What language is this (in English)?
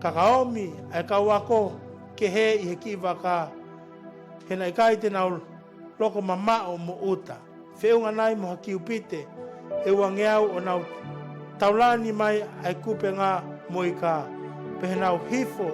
Tongan